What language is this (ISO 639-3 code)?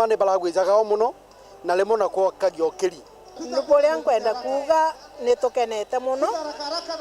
mer